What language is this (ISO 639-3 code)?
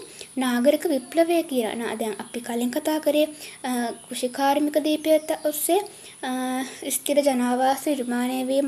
sin